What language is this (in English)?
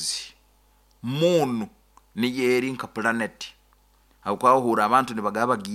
Nyoro